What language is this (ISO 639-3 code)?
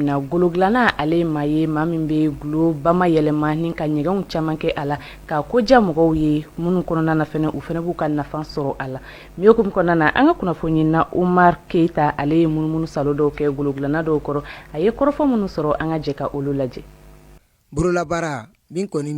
bam